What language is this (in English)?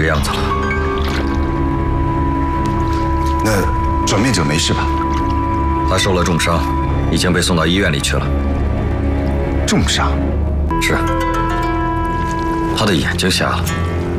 Chinese